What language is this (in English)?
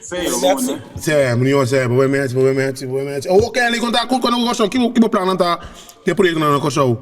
Papiamento